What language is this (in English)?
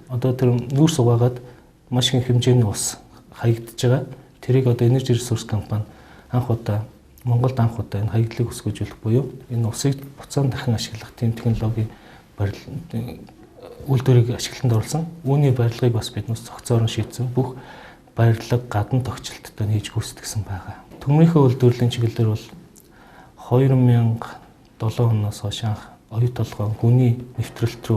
Mongolian